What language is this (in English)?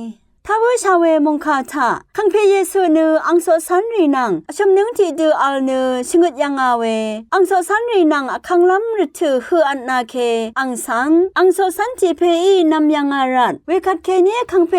Rawang